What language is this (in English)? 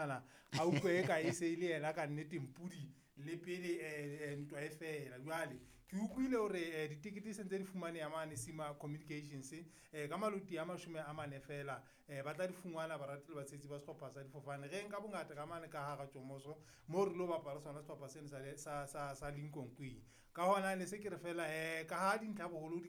Southern Sotho